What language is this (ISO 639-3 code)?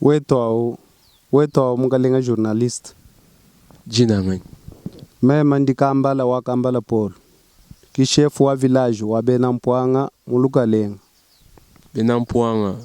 lua